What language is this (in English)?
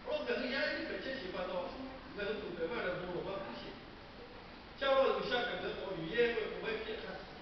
Lahu